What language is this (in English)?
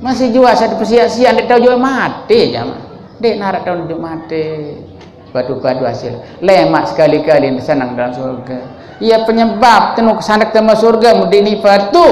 Sasak